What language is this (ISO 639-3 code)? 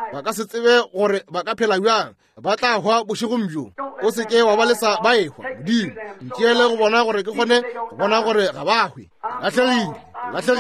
nso